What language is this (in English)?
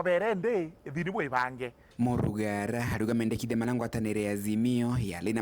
Meru